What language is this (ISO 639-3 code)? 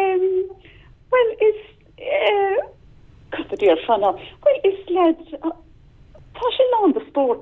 gle